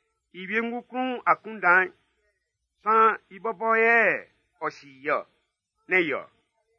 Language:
Baoulé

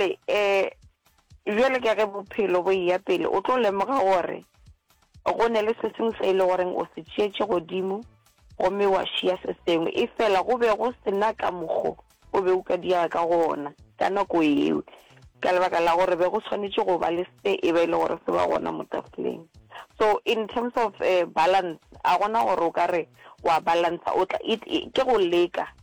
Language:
Northern Sotho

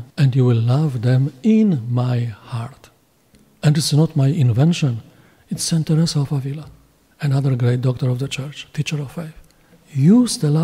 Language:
English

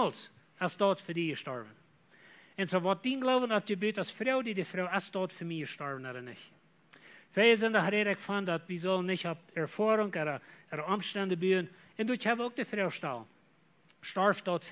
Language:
Plautdietsch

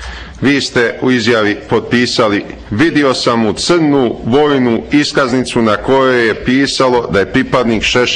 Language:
Croatian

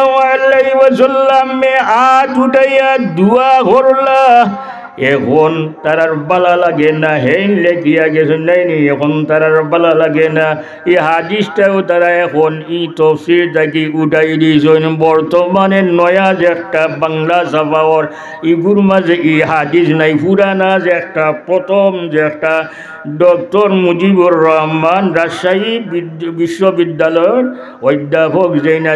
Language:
Sylheti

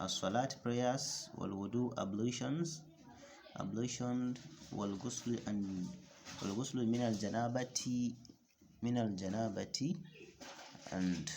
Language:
Hausa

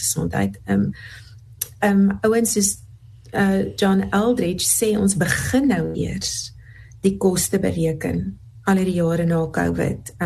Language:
Afrikaans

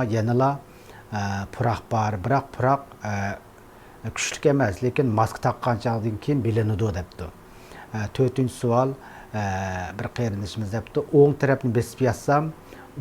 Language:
Uyghur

